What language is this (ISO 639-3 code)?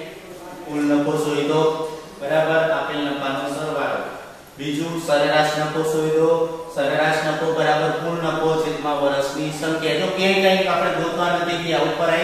guj